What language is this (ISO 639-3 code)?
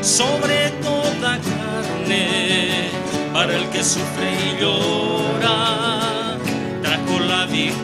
quh